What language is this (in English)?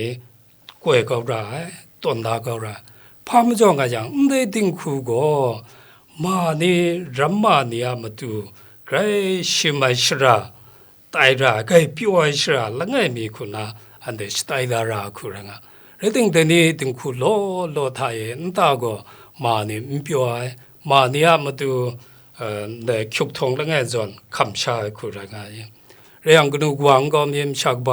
Kachin